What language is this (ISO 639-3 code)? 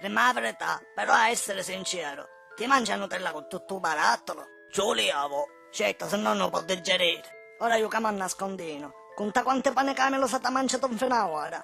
scn